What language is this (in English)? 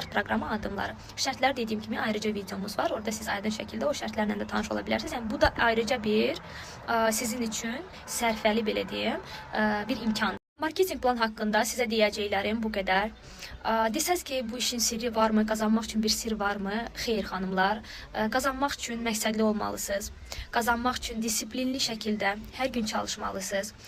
Azerbaijani